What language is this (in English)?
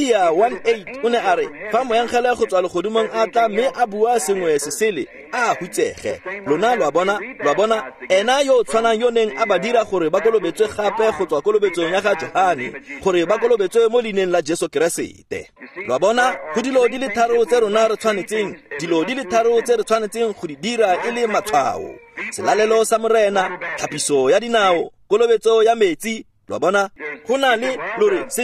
Tswana